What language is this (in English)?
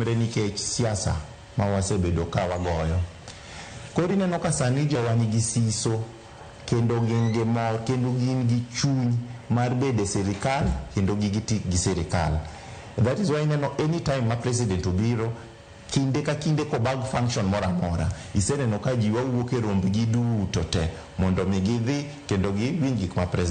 Luo (Kenya and Tanzania)